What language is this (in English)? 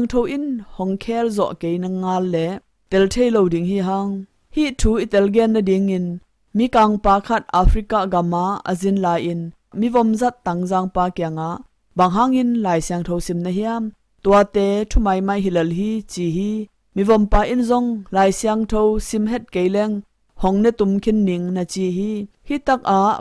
Tedim Chin